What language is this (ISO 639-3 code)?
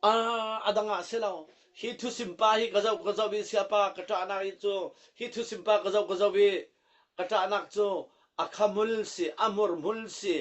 cfm